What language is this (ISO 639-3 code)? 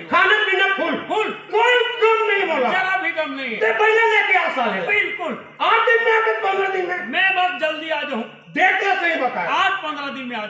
hne